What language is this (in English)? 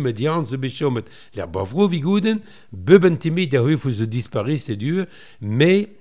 Breton